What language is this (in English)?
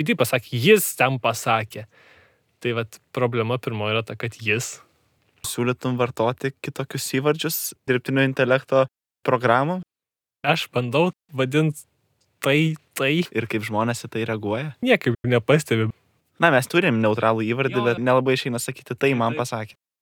Lithuanian